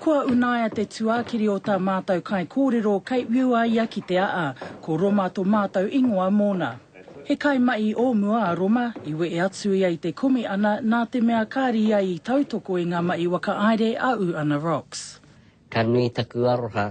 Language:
Māori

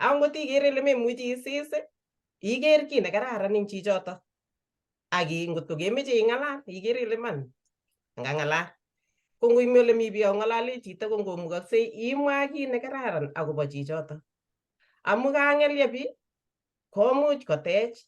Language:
Kalenjin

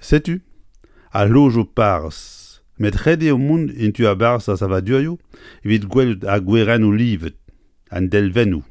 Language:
Breton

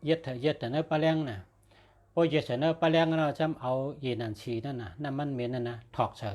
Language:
Shan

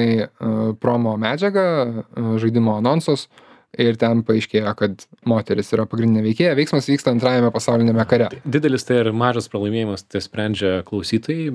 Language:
Lithuanian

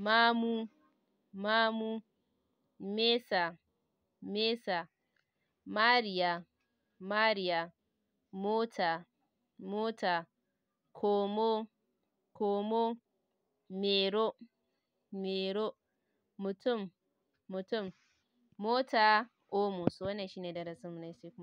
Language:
Hausa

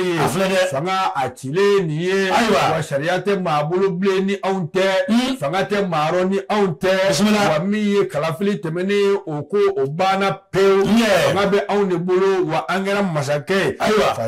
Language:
Bambara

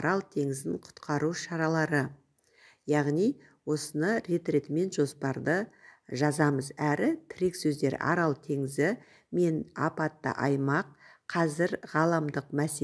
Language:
Kazakh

